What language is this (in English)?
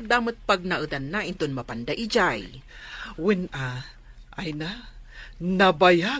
Iloko